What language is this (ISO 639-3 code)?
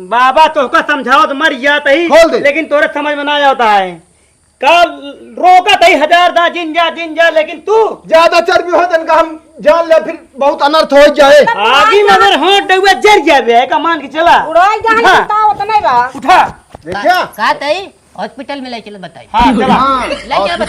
awa